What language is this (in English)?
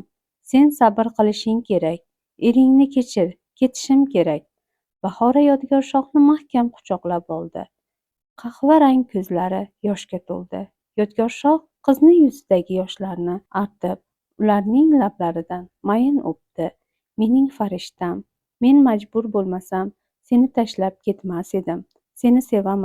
Uzbek